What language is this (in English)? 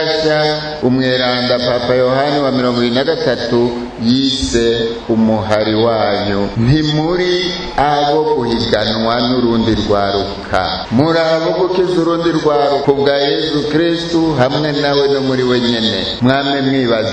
Rundi